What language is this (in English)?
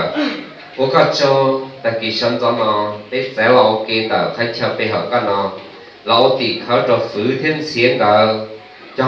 Hmong